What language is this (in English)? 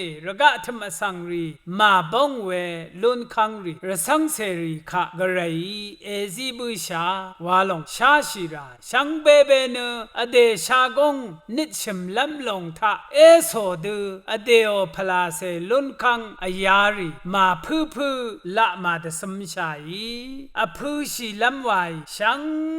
Rawang